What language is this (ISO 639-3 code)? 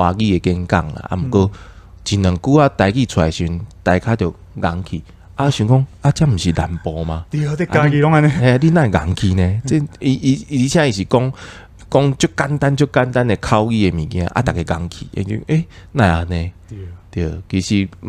nan